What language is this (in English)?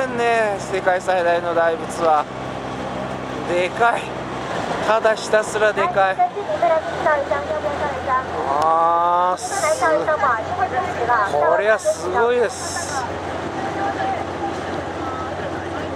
Japanese